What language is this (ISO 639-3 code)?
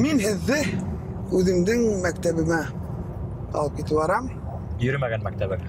bak